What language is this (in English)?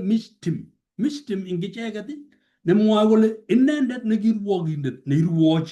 Kalenjin